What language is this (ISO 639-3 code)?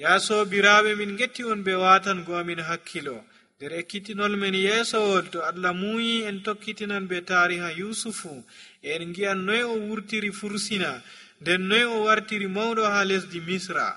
fuv